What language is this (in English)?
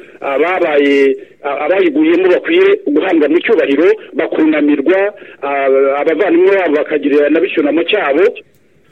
Kinyarwanda